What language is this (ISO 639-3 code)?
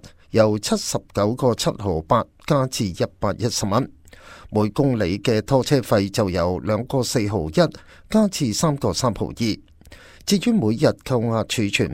yue